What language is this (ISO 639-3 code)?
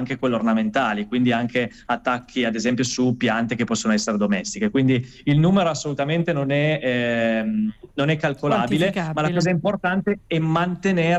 ita